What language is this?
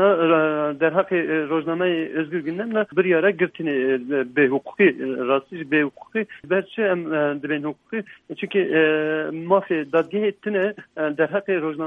Kurdish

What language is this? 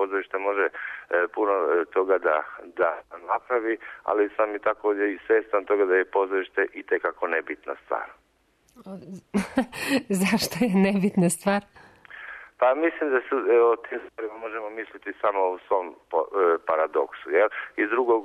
Serbian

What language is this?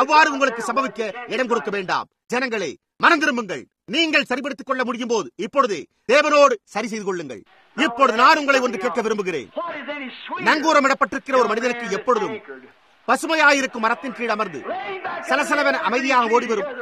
Tamil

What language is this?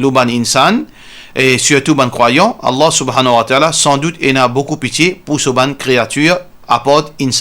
Morisyen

